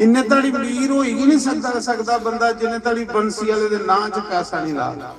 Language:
Dogri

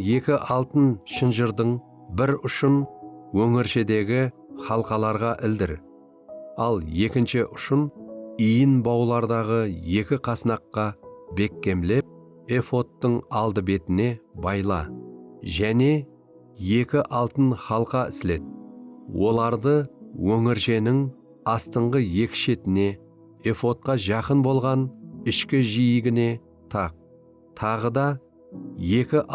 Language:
Kara-Kalpak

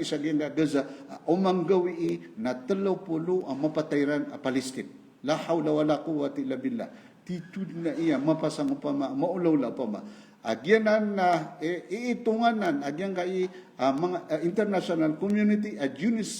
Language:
Maranao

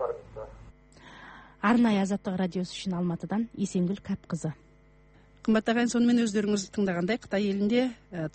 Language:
Kazakh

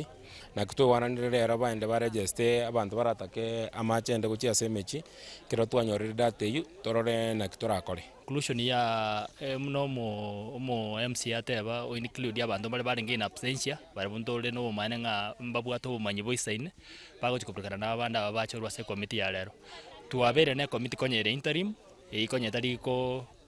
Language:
Gusii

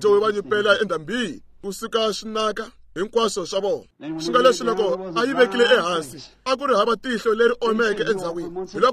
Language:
Tsonga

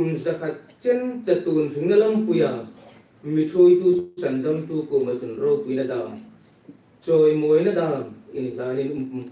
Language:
Hmar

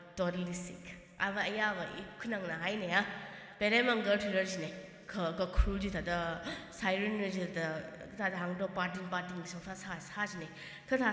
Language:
Tangkhul Naga (India)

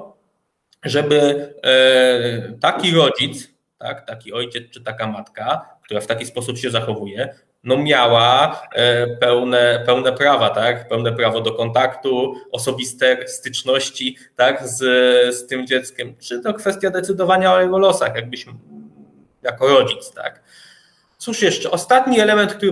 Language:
Polish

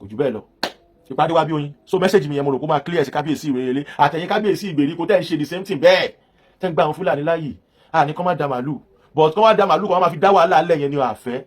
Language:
Yoruba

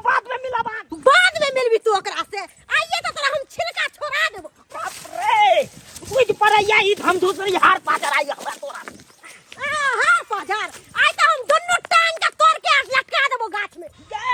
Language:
Maithili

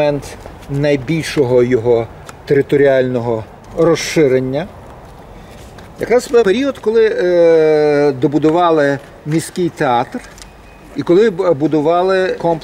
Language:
Ukrainian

